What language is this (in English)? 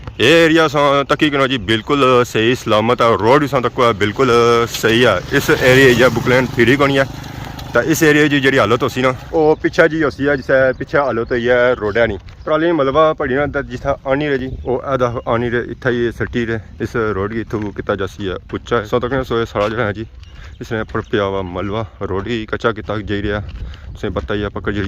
Pahari-Potwari